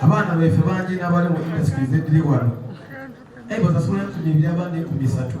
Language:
Soga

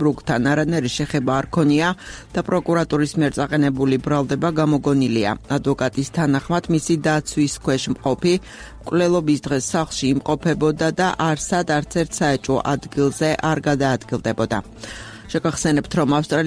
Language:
Georgian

